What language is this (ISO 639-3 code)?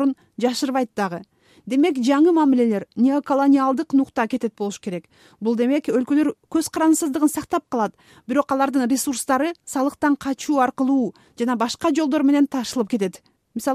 kir